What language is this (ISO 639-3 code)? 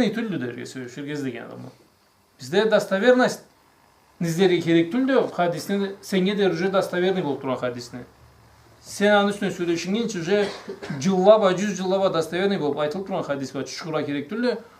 krc